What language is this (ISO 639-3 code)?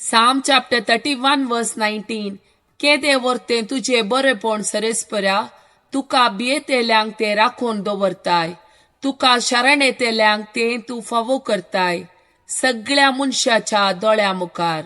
kok